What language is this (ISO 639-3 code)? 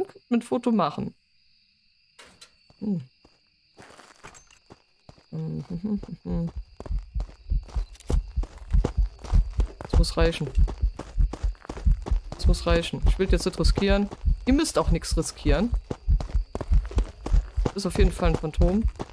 deu